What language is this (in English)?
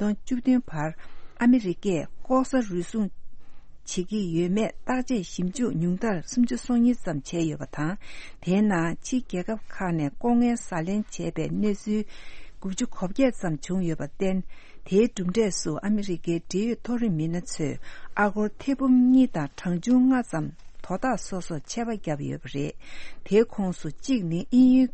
Tibetan